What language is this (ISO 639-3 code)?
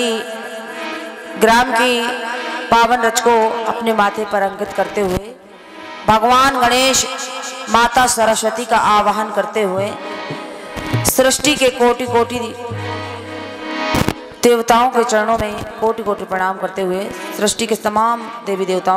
hin